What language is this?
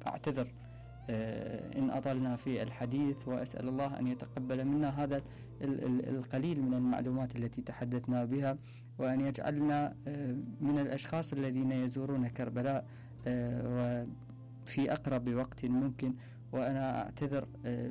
Mesopotamian Arabic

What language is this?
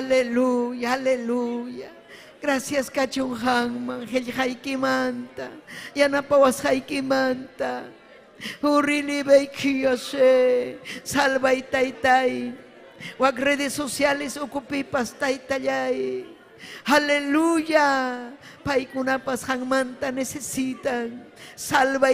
Ayacucho Quechua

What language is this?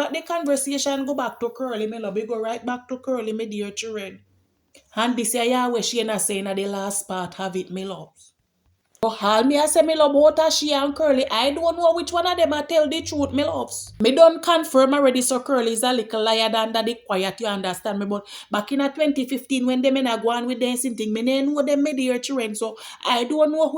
Jamaican Creole English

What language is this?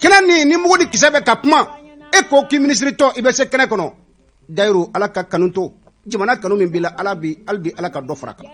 Bambara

